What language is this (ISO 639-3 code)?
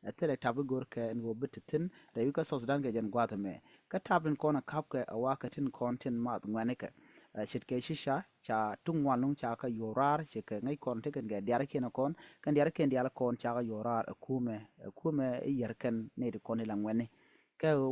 nus